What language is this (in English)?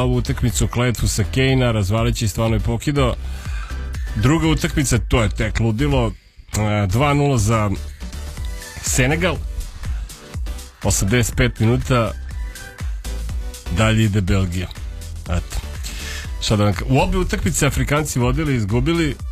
Serbian